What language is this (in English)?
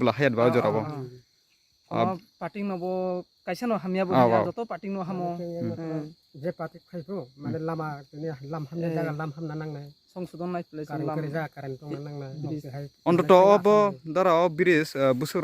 Riang (India)